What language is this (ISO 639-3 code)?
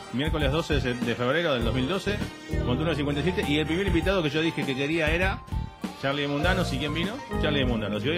spa